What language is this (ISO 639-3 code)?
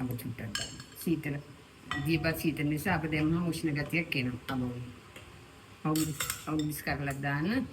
sin